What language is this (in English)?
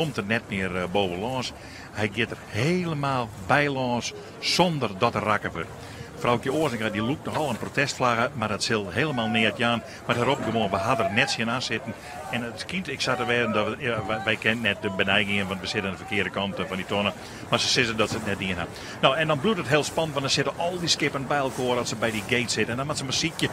Western Frisian